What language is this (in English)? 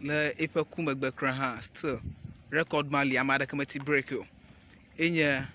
Ewe